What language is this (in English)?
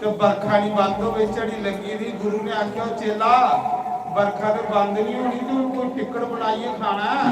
Dogri